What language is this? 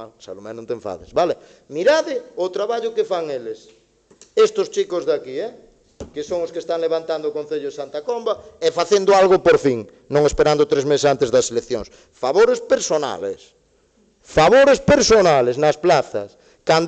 Galician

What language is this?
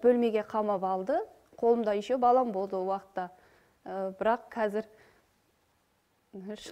Kazakh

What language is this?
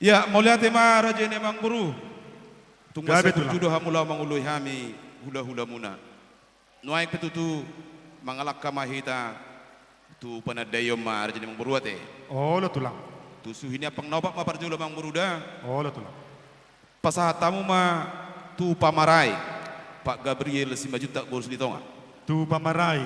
Batak Toba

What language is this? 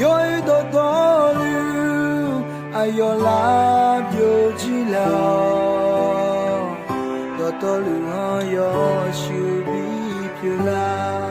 Akha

